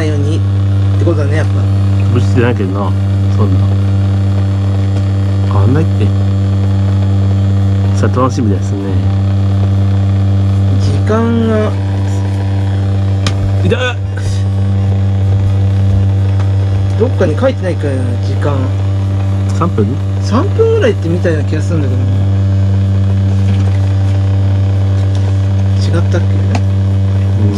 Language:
Japanese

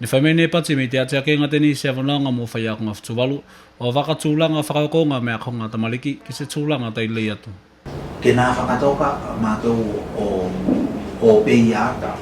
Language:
Tuvalu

